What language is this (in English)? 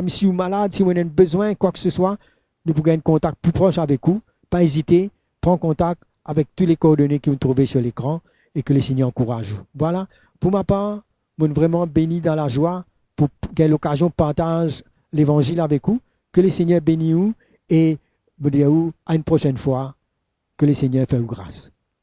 Morisyen